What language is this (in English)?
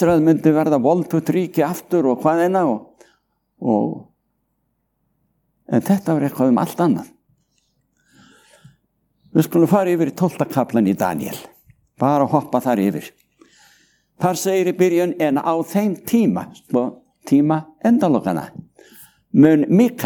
Icelandic